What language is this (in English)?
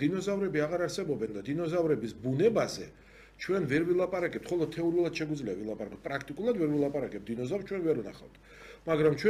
Georgian